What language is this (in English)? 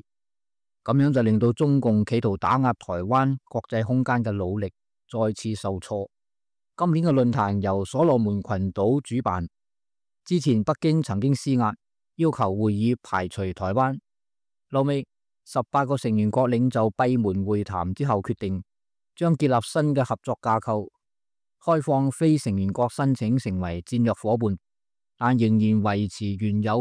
Cantonese